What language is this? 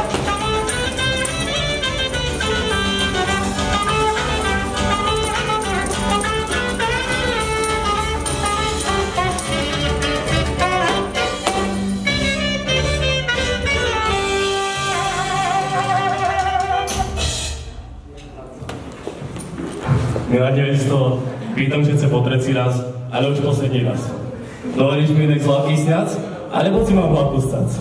Slovak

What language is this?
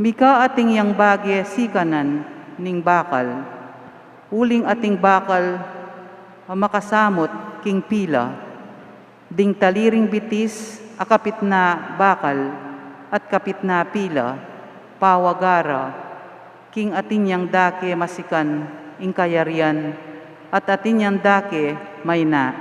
Pampanga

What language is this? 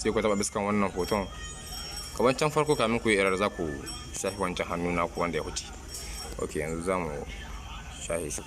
Hausa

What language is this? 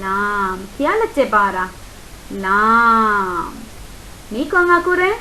Divehi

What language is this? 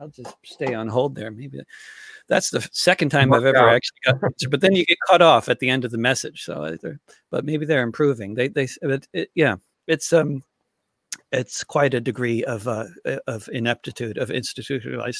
English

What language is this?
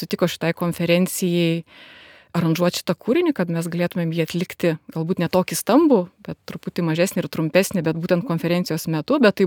Lithuanian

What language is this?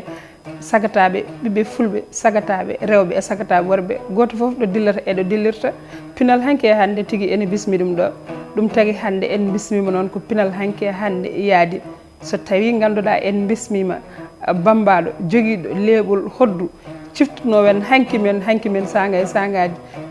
Fula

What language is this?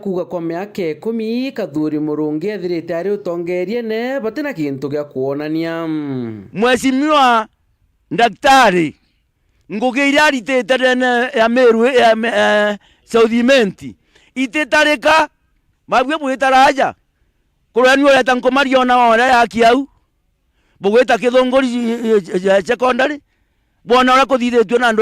Meru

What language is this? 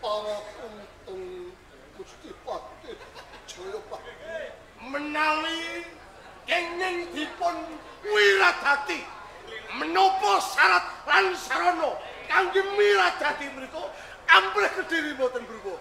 Javanese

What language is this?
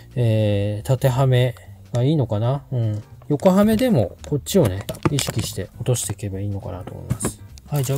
Japanese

